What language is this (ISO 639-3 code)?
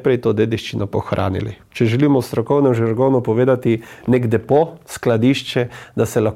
slv